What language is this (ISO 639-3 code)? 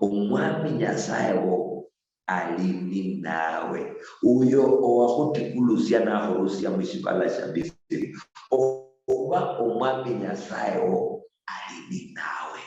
luy